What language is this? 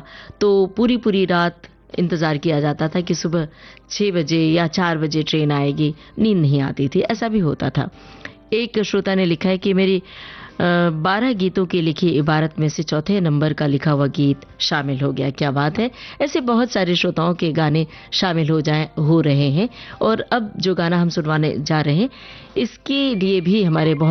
Hindi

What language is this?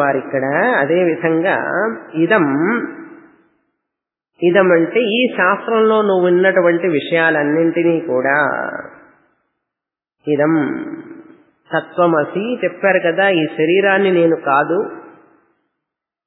Telugu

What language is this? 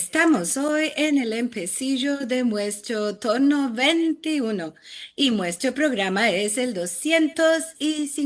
Ladino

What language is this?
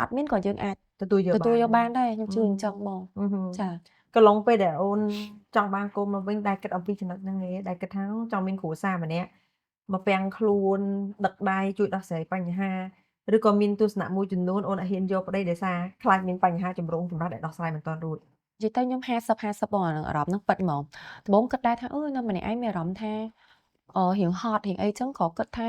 Khmer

